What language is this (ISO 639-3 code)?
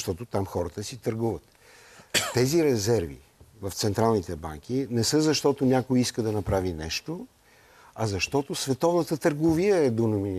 bul